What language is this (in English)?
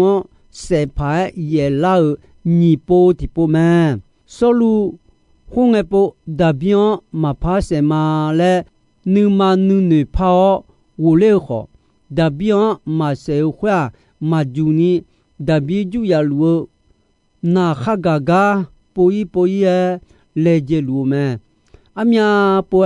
Akha